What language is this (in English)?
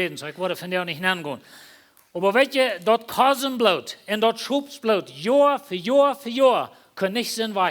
Plautdietsch